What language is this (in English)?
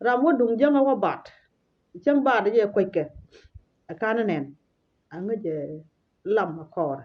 Nuer